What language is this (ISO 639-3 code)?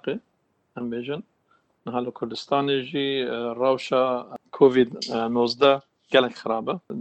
kur